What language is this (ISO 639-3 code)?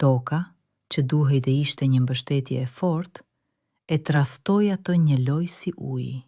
sqi